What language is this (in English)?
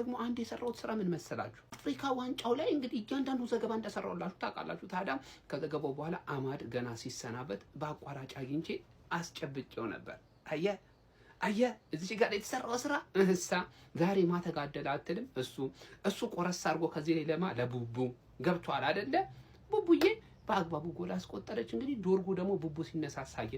Amharic